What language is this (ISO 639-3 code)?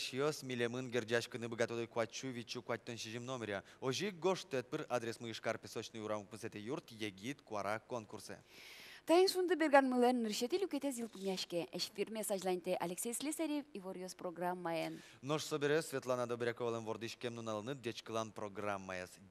udm